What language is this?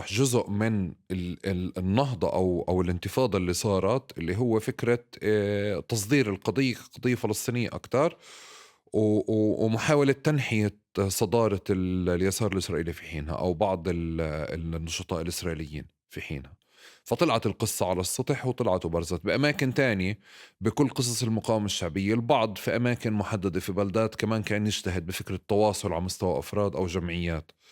North Levantine Arabic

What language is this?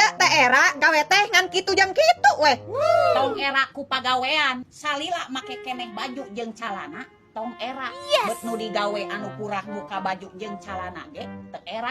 Sundanese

